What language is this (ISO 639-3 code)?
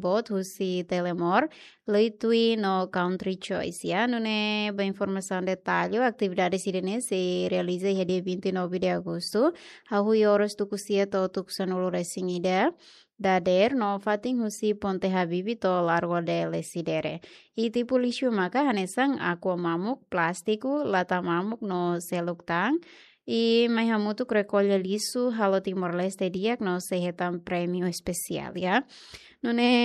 tet